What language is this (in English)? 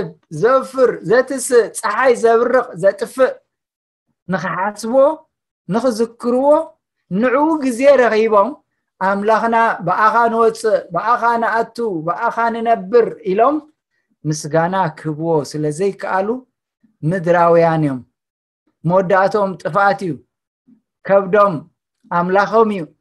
Tigrinya